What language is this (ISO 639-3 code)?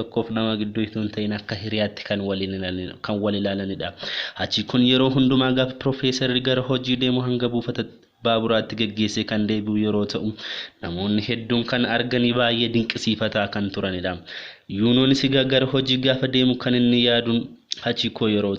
orm